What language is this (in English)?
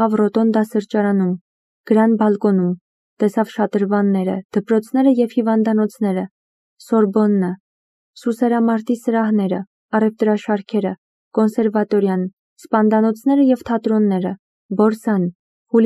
Armenian